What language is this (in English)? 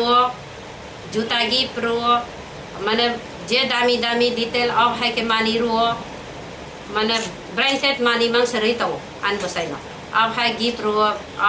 Kok Borok